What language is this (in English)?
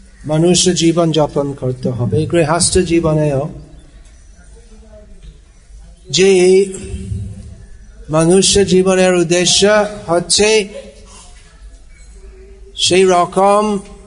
Bangla